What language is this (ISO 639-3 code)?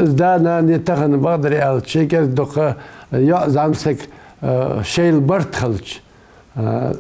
inh